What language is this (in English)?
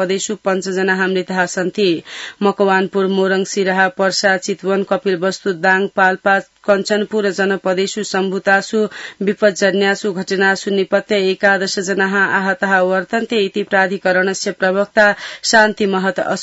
Sanskrit